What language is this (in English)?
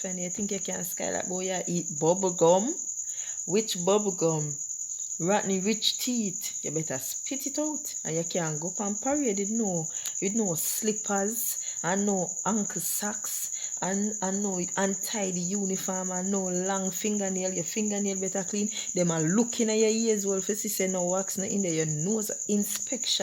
Jamaican Creole English